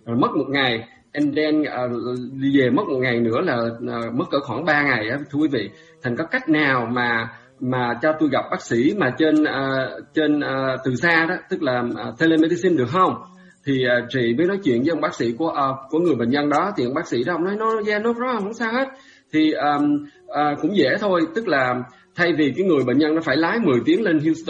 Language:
Vietnamese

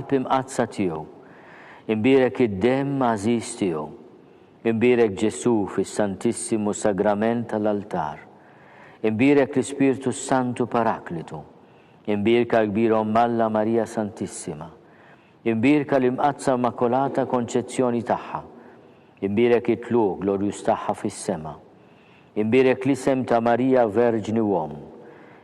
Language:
Maltese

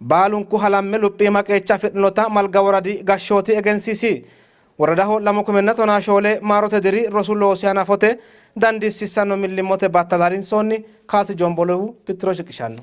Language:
Sidamo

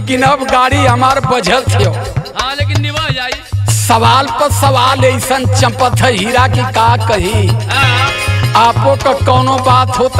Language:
Bhojpuri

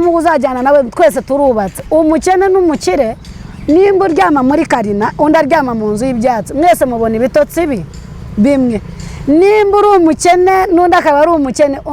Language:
Kinyarwanda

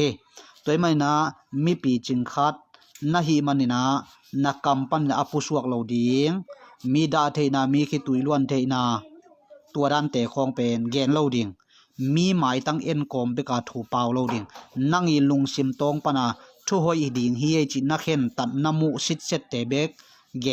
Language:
Tedim Chin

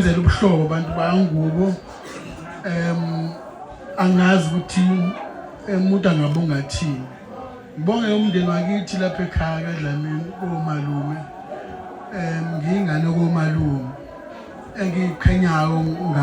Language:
Zulu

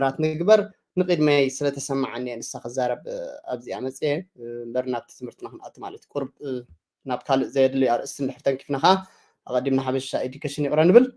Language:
Tigrinya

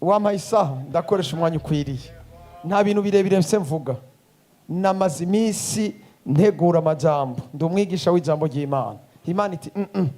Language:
Rundi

